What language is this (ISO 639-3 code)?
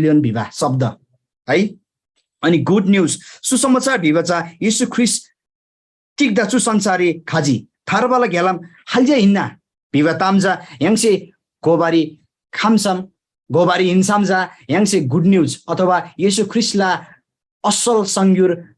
taj